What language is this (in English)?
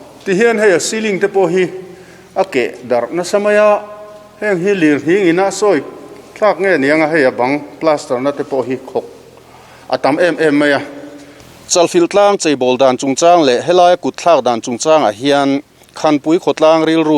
Mizo